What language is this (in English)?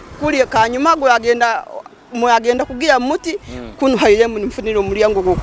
Nyoro